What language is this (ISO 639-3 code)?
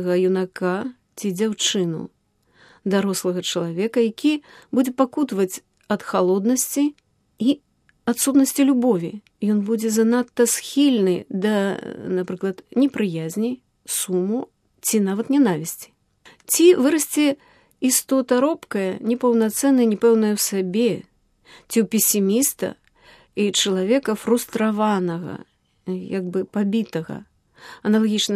bel